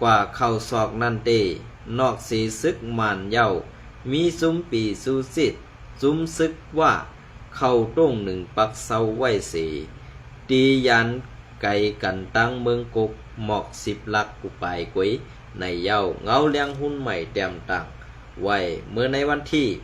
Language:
Shan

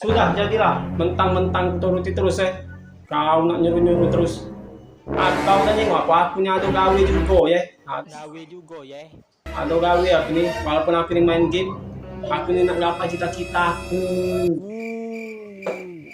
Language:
Musi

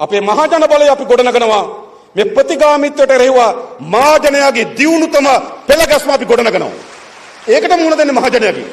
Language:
Sinhala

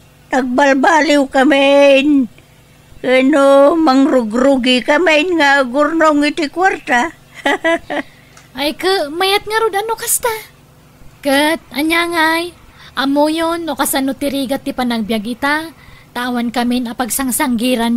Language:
Iloko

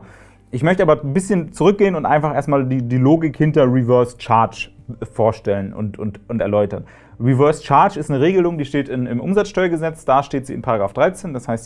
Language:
German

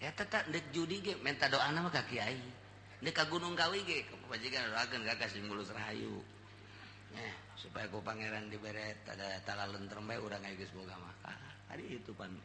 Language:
Sundanese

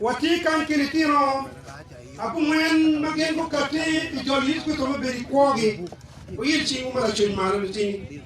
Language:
Acoli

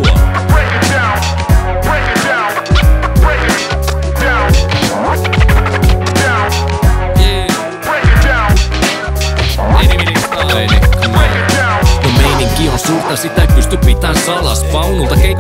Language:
Finnish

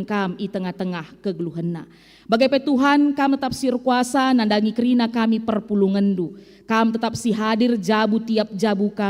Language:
Batak Karo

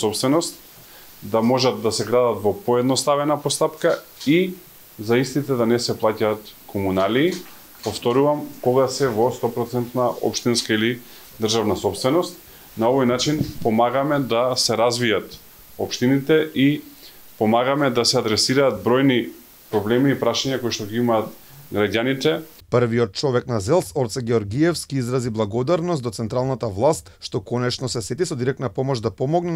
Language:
Macedonian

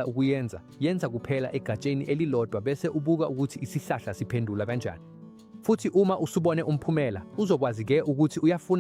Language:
Zulu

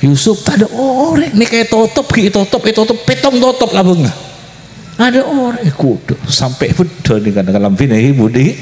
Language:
Madurese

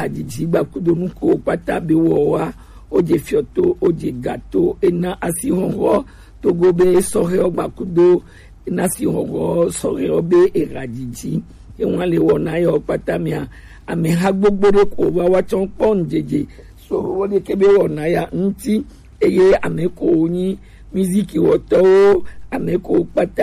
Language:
Gen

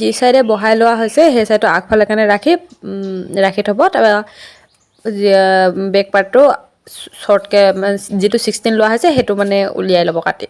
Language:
Assamese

